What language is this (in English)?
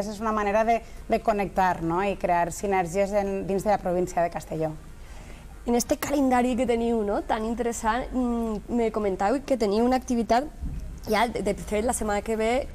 Catalan